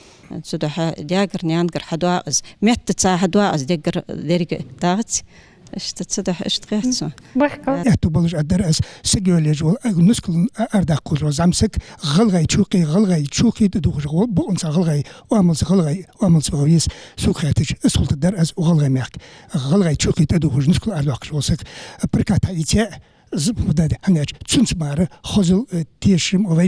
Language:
Ingush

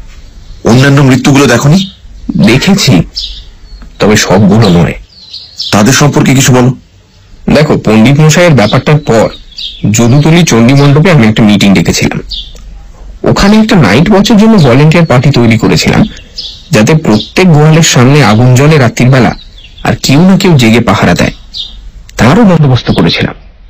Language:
Bangla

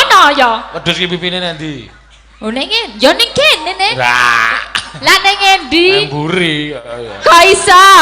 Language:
Javanese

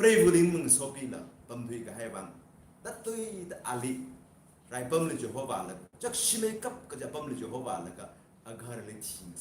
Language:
Tangkhul Naga (India)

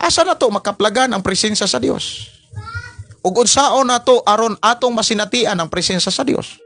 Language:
Cebuano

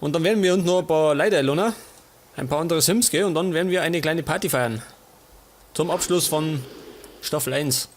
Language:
Bavarian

